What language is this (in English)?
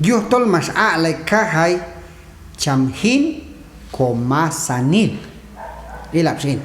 Q'anjob'al